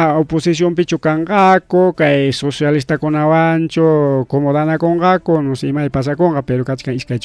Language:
Ayacucho Quechua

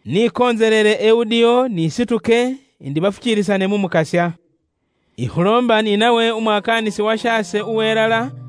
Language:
Luyia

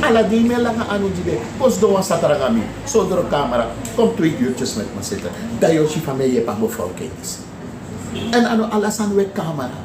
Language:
Sranan Tongo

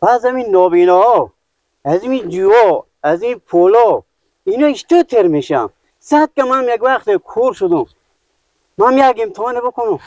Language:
Persian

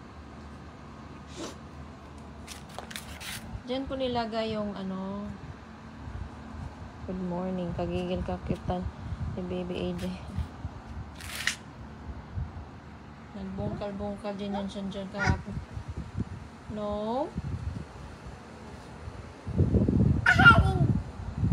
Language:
Filipino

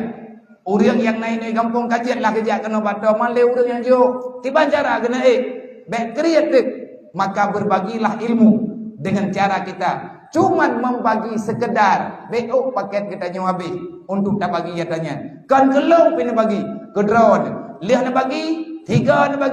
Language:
Achinese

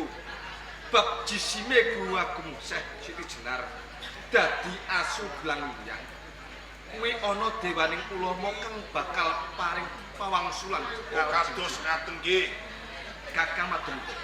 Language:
Javanese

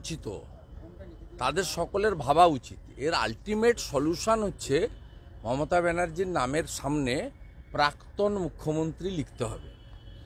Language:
Bangla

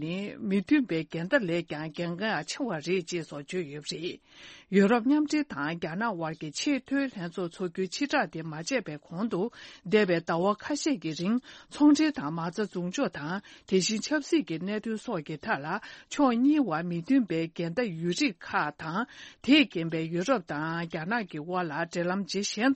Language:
Tibetan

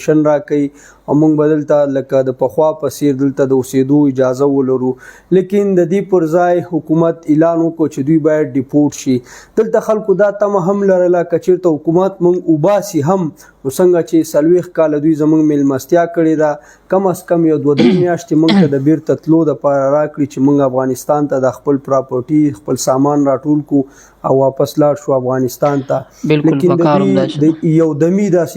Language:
Pashto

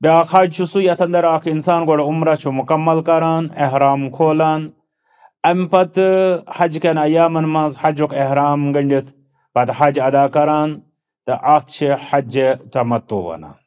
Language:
Kashmiri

